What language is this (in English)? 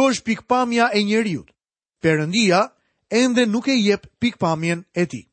Albanian